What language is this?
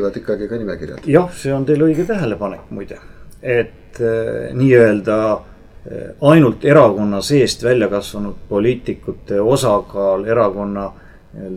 Estonian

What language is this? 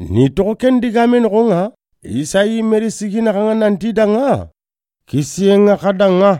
Soninke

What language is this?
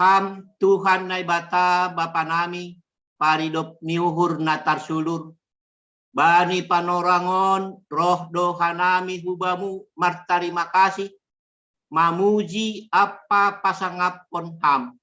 Batak Simalungun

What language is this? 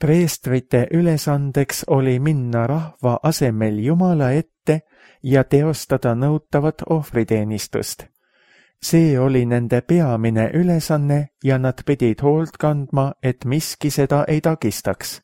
Estonian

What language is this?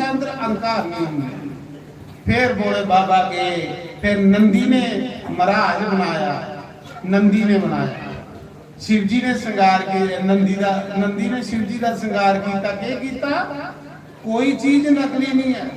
Dogri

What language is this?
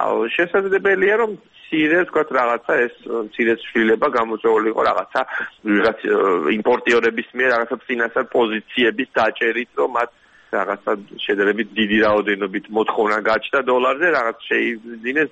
Georgian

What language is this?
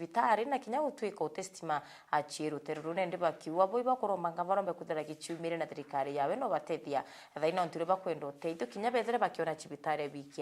Meru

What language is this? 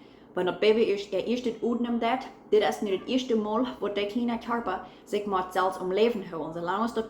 Plautdietsch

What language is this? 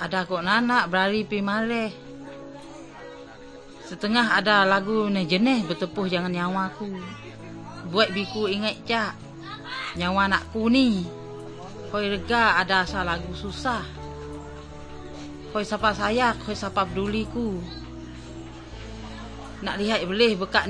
Malay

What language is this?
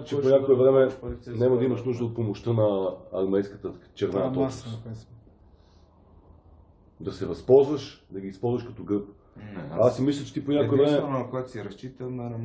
Bulgarian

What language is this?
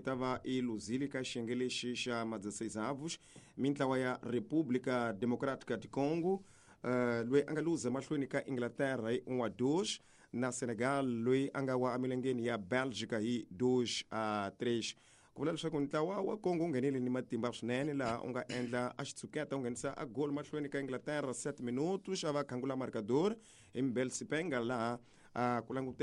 Tsonga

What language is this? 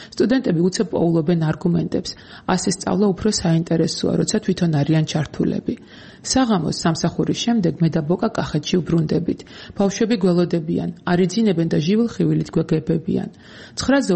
Georgian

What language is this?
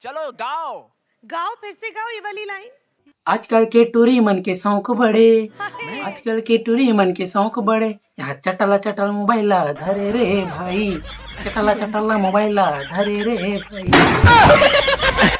Chhattisgarhi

